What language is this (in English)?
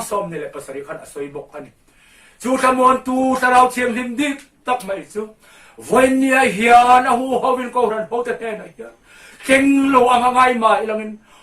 Mizo